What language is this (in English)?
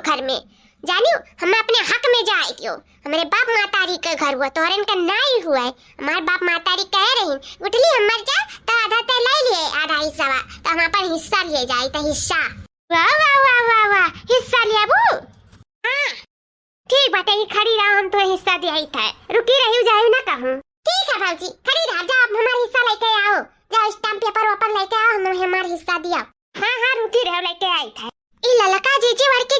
Awadhi